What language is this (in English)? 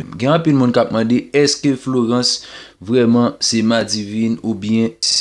Haitian Creole